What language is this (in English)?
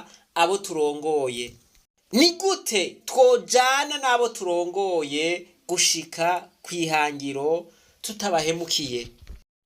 Rundi